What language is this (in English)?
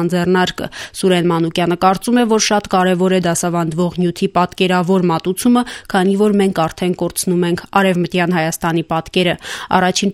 Armenian